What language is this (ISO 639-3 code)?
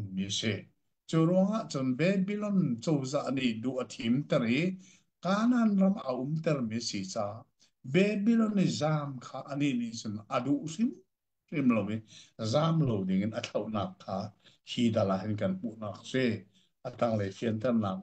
cnh